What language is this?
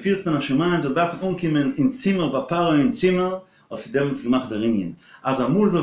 Yiddish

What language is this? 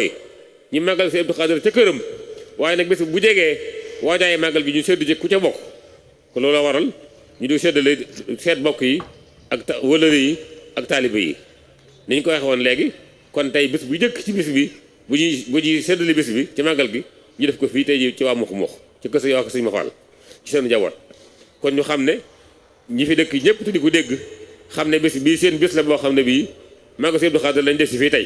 Wolof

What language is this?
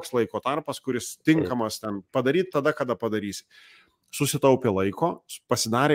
Lithuanian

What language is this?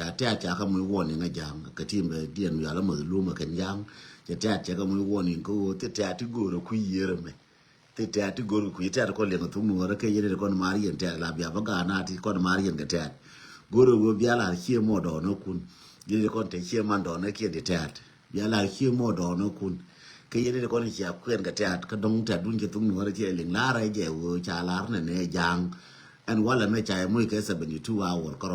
Nuer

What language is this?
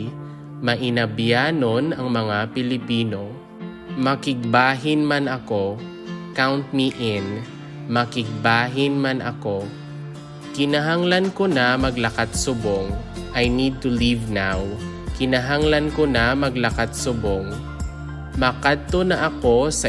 Hiligaynon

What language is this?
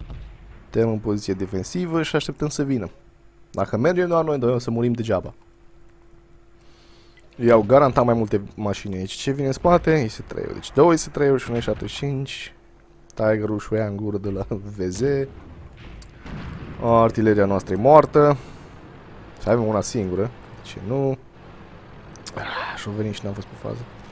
Romanian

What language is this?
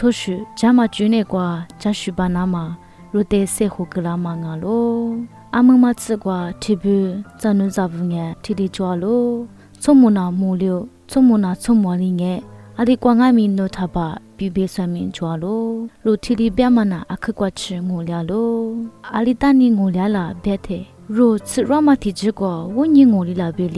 Lisu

